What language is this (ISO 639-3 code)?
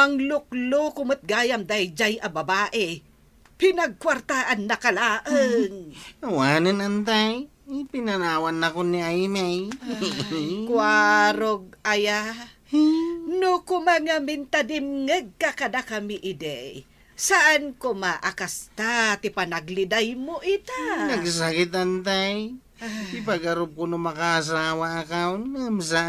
ilo